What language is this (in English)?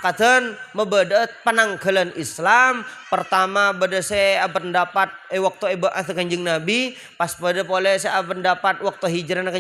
Madurese